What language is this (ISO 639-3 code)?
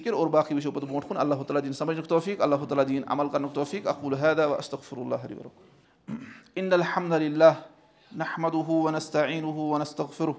kas